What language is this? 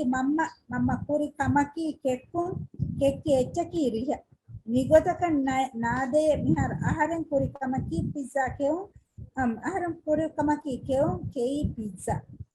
Divehi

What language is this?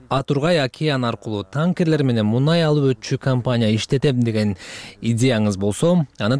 Kyrgyz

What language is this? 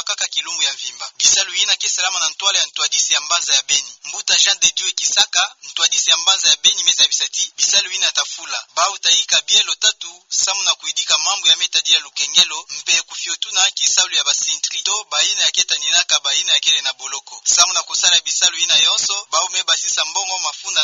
Kituba (Democratic Republic of Congo)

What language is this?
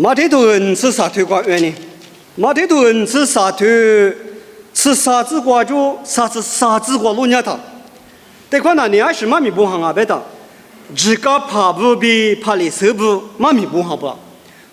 Lisu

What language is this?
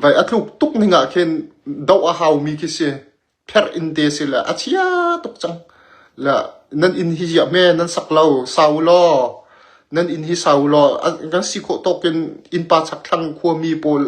Hakha Chin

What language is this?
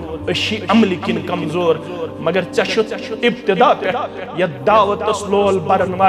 Kashmiri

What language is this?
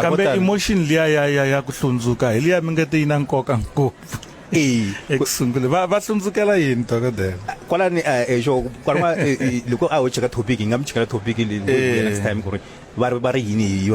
Tsonga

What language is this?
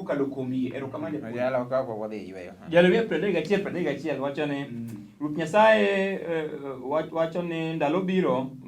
Luo (Kenya and Tanzania)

